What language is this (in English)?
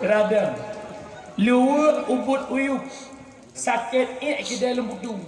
Achinese